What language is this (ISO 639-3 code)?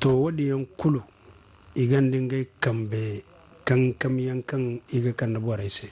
dje